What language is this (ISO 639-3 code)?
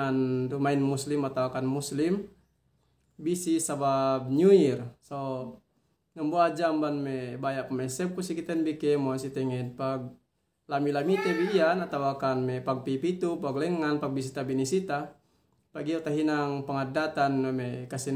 yka